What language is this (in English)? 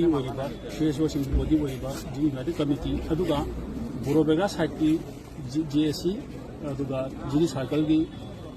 Manipuri